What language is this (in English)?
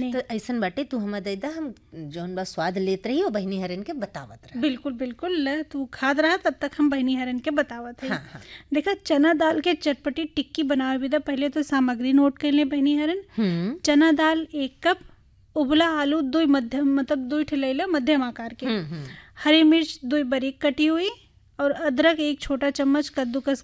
Bhojpuri